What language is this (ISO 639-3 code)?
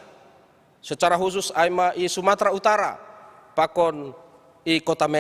bts